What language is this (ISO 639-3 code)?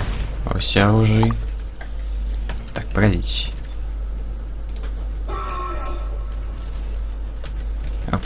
rus